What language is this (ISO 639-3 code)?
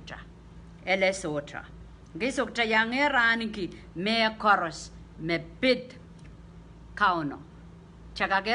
pon